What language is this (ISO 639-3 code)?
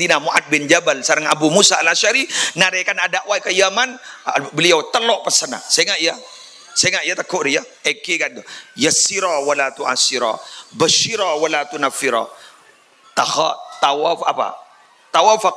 mad